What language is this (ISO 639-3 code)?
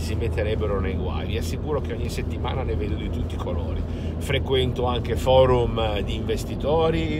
ita